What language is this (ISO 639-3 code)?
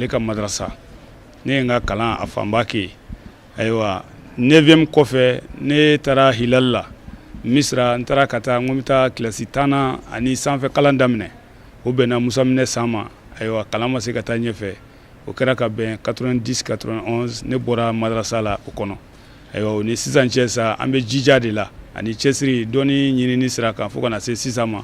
bam